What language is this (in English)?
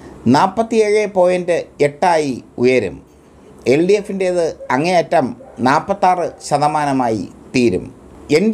Malayalam